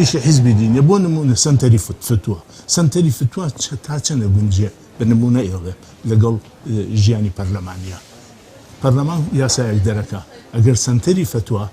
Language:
Central Kurdish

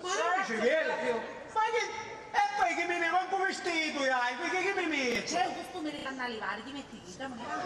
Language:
Sicilian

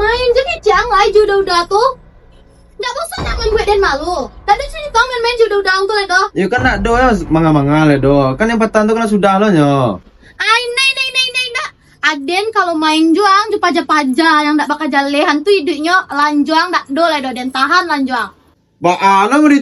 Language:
Minangkabau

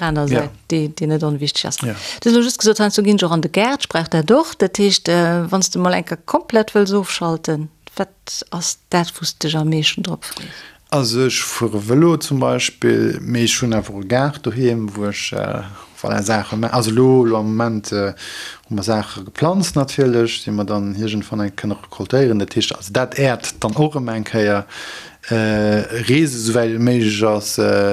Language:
Luxembourgish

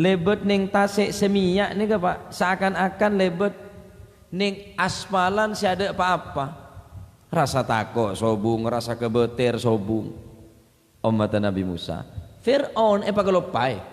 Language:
Madurese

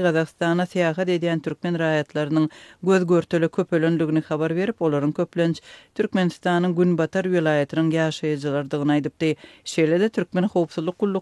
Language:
Turkmen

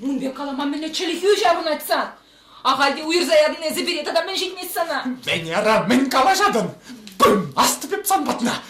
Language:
Chuvash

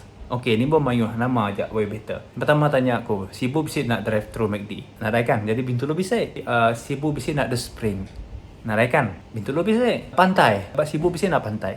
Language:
Iban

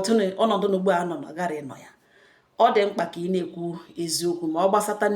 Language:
Igbo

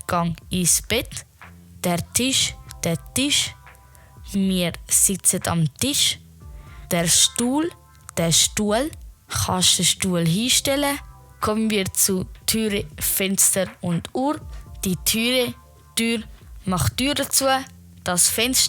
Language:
Swiss German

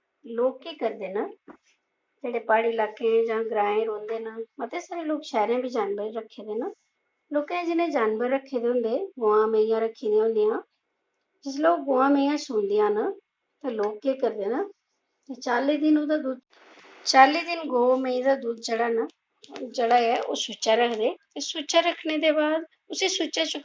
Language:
Dogri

